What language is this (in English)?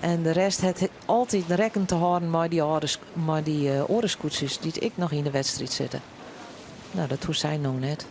Western Frisian